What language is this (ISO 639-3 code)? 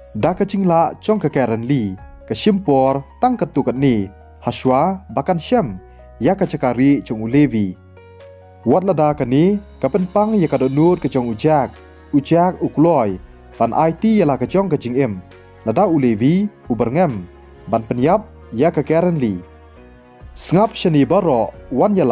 kha